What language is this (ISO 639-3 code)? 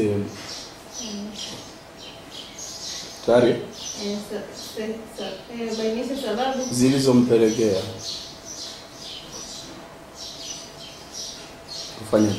swa